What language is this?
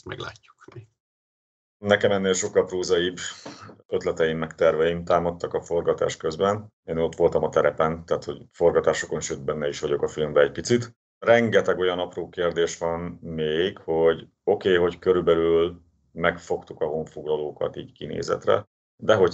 Hungarian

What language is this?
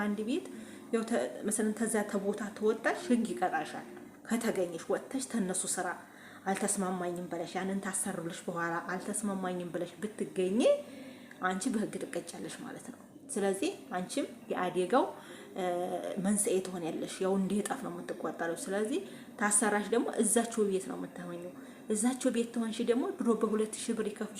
Amharic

